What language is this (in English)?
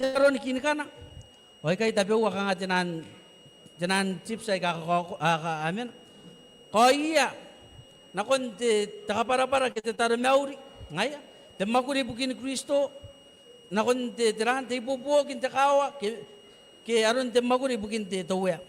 Gilbertese